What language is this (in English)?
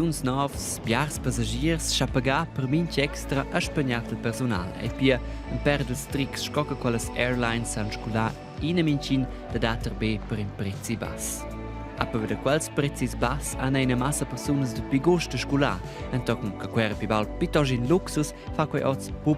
Romansh